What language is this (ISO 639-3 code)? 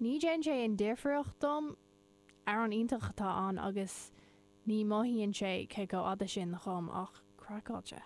gle